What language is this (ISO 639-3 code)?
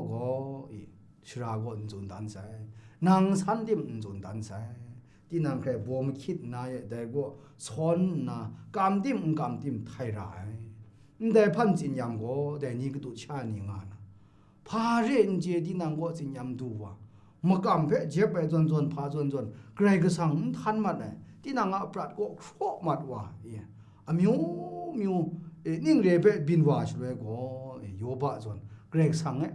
kac